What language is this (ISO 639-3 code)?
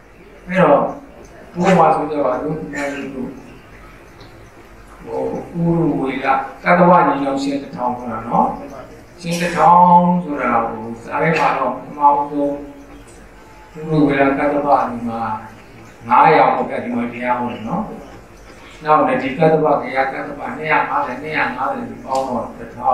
mya